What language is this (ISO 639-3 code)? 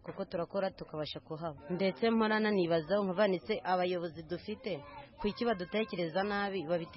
kin